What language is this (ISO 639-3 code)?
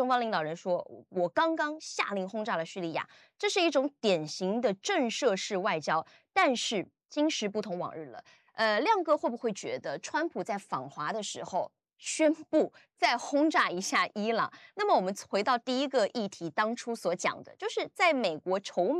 zho